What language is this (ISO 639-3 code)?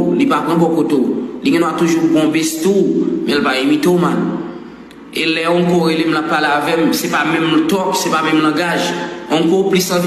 hat